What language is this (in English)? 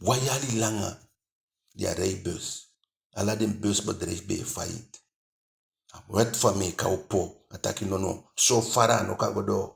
Eastern Maroon Creole